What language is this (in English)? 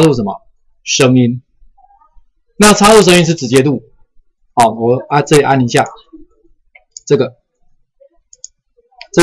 Chinese